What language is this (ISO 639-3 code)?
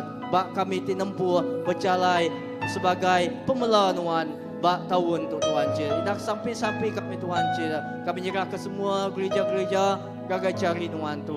iba